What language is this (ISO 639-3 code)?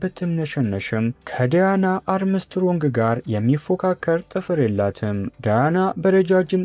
amh